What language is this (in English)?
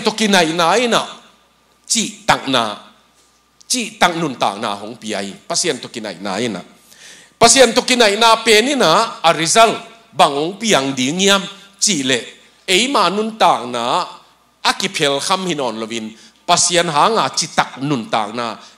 Tedim Chin